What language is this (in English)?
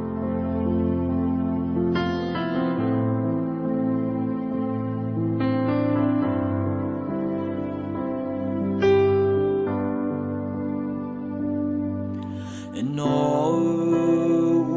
Akha